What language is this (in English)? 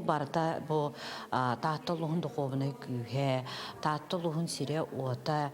Yakut